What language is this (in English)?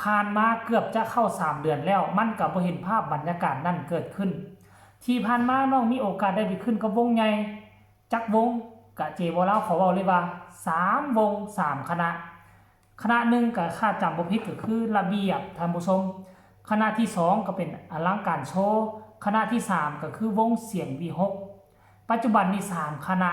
Northeastern Thai